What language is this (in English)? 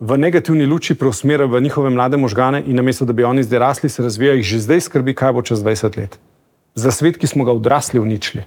Slovenian